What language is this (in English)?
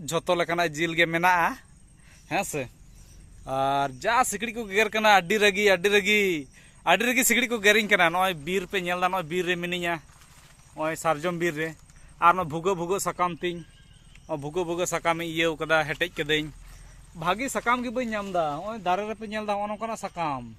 Santali